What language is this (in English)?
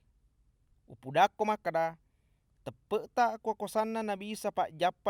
Buginese